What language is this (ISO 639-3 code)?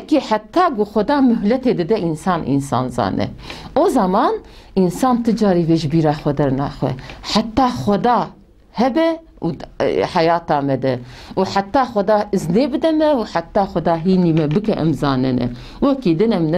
kur